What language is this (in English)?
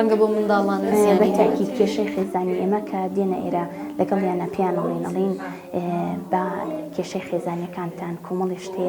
Central Kurdish